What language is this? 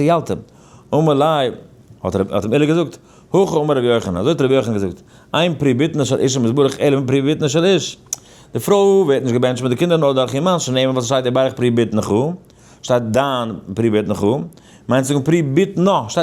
Yiddish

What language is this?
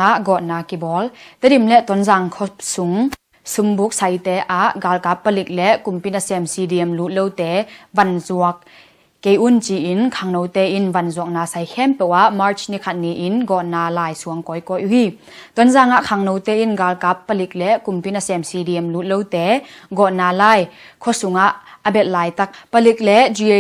Tedim Chin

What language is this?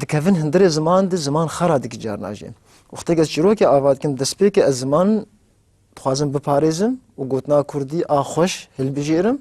Kurdish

